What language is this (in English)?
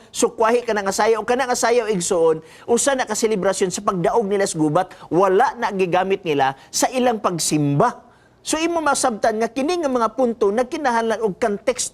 Cebuano